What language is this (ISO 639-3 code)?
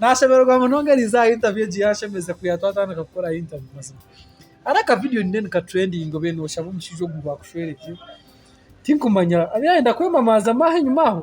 nyn